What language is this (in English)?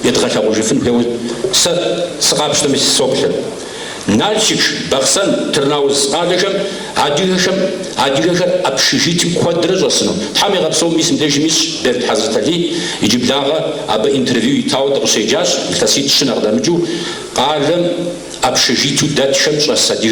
Kabardian